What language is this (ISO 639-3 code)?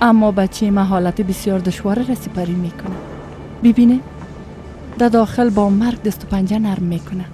fas